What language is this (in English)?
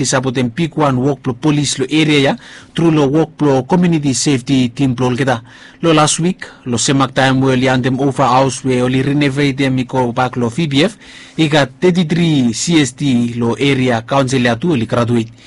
Bislama